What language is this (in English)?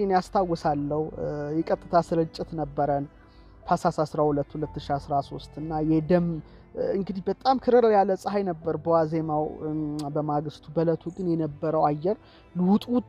Amharic